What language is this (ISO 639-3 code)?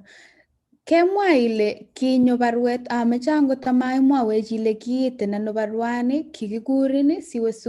kln